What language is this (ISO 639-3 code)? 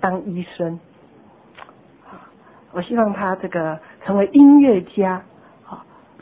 zho